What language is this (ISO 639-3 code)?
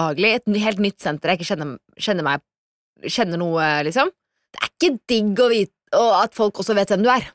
nor